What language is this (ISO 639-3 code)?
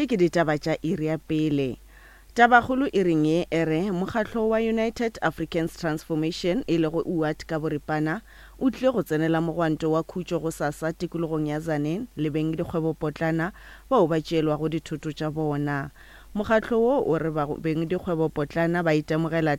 nso